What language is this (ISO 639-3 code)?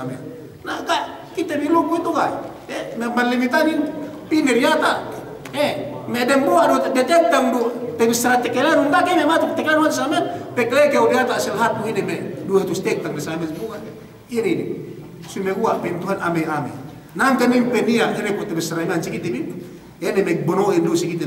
yka